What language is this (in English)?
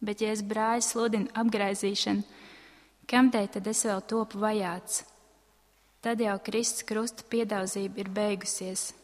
Latvian